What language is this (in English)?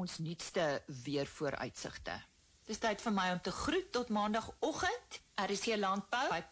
Afrikaans